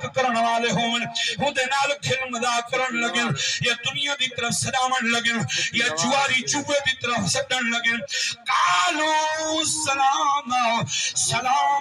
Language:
Saraiki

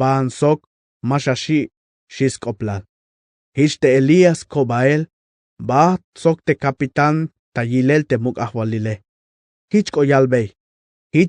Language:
Tzeltal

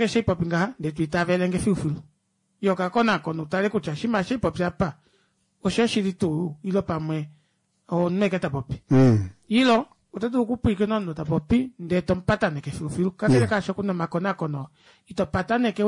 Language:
Kuanyama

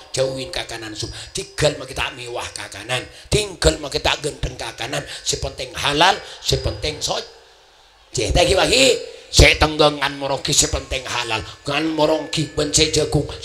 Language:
Madurese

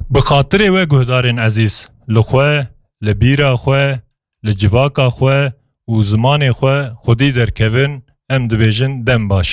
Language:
Kurdish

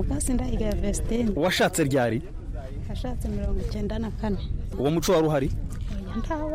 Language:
Kinyarwanda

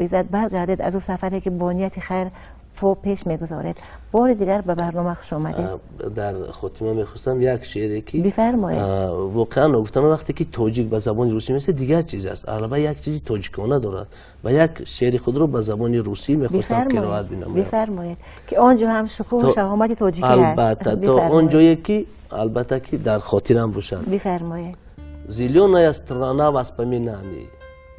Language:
Tajik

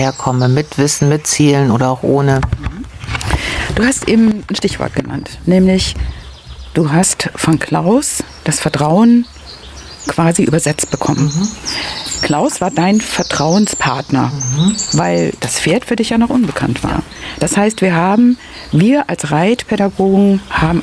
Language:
German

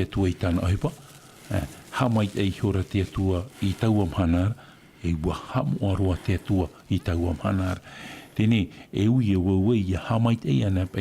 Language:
Tahitian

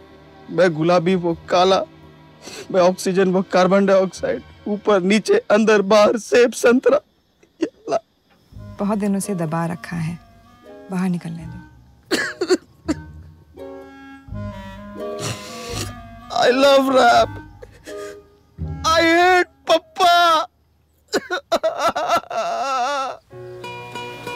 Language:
Hindi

